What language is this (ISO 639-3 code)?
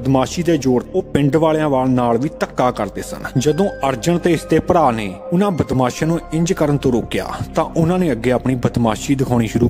pan